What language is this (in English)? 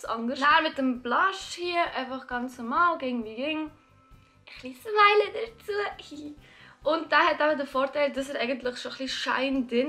Swiss German